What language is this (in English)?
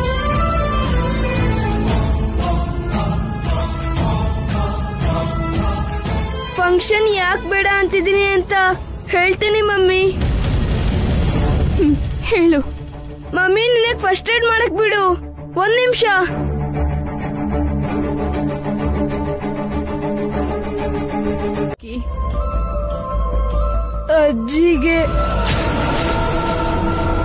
Kannada